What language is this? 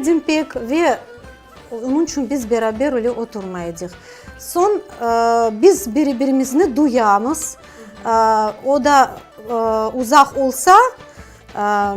Crimean Tatar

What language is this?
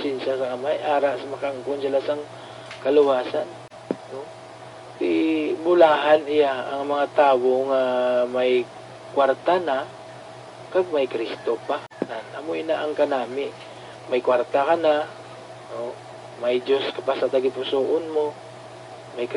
Hiligaynon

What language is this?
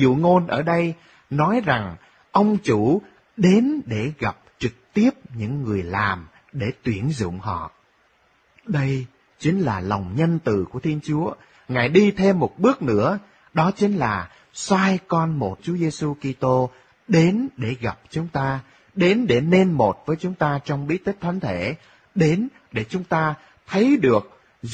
Vietnamese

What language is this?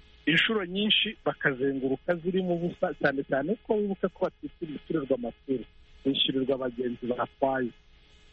Kinyarwanda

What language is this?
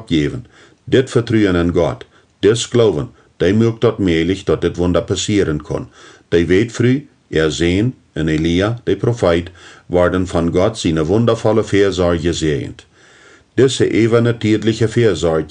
Plautdietsch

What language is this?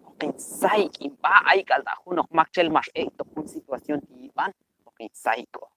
Q'anjob'al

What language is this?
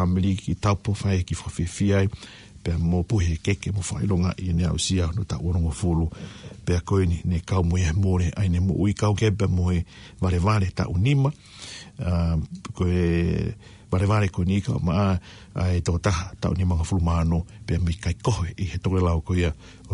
Tongan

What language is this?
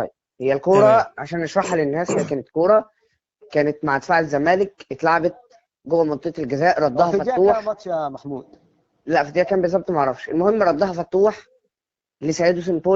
Egyptian Arabic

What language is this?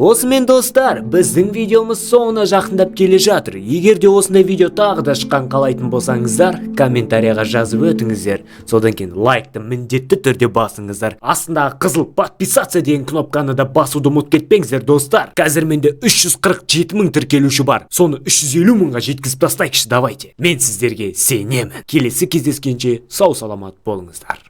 Kazakh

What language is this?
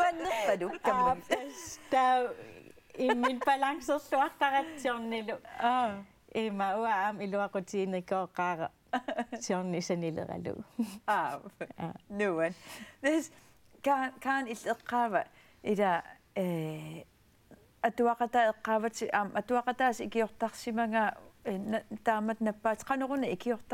Kalaallisut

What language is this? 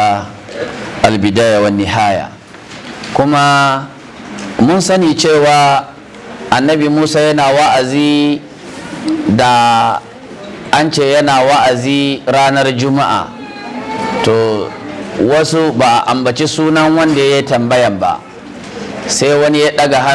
Hausa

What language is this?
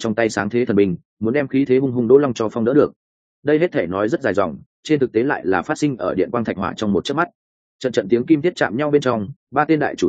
Vietnamese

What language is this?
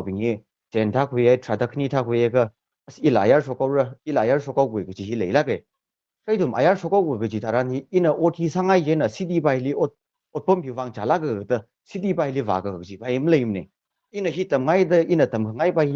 Tangkhul Naga (India)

